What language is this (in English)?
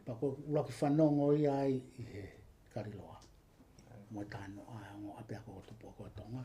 Tongan